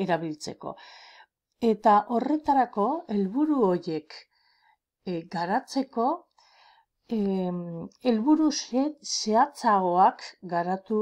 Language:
Basque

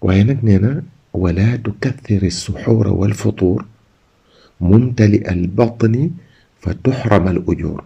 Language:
Wolof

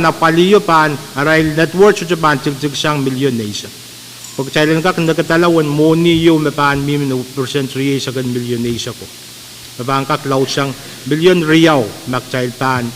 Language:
Pohnpeian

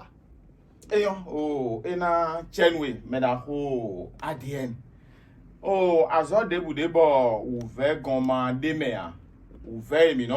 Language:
Fon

